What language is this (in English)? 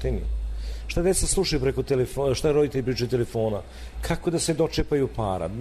Serbian